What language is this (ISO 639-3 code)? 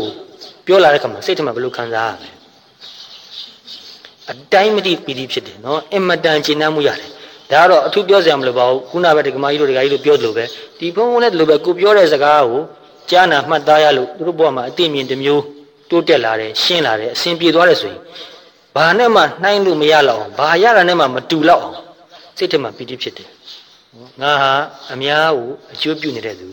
mya